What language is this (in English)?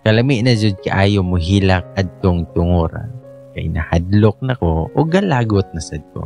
Cebuano